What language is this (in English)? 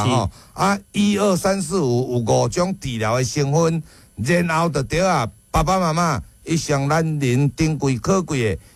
Min Nan Chinese